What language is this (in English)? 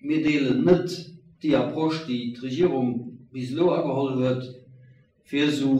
Luxembourgish